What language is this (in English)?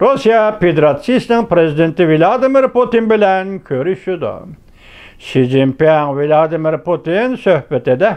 Uyghur